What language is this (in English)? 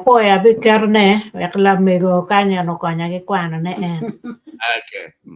Acoli